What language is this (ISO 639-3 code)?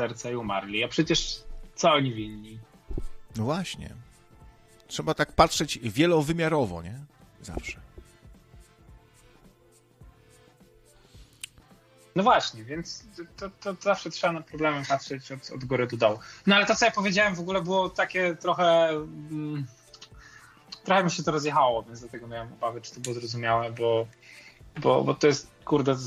pol